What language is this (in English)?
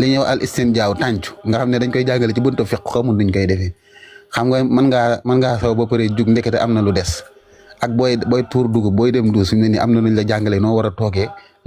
Wolof